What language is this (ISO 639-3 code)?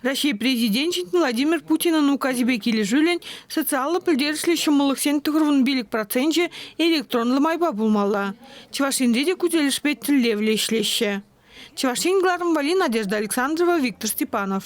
chv